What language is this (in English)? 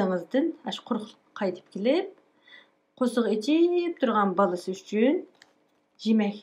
Uyghur